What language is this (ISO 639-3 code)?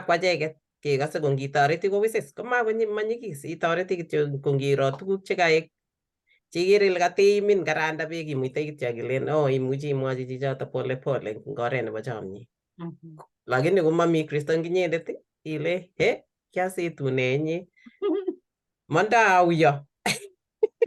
kln